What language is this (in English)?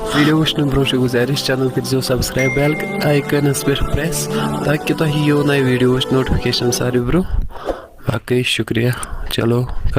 Kashmiri